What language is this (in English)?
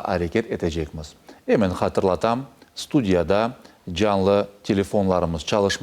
Crimean Tatar